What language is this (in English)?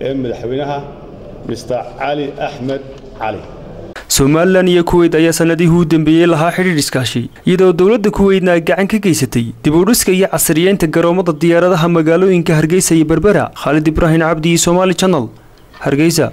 Somali